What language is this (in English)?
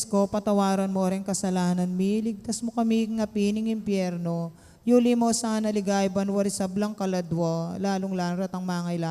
Pampanga